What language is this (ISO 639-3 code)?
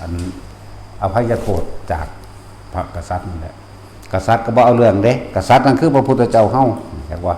tts